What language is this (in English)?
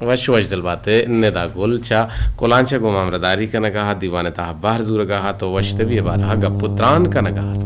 Eastern Balochi